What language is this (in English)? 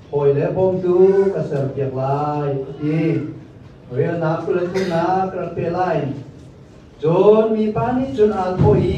Hakha Chin